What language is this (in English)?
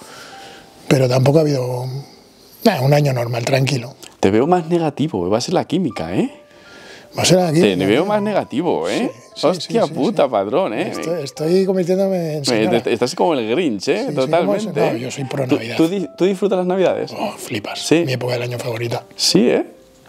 Spanish